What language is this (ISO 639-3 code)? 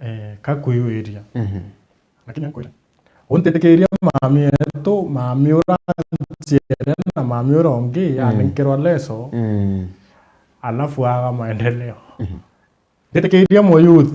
mer